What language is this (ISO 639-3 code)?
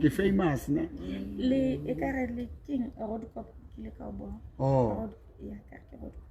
sot